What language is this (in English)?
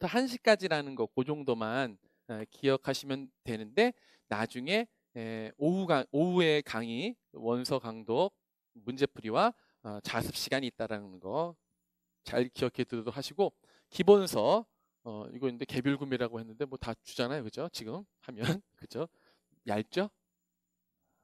Korean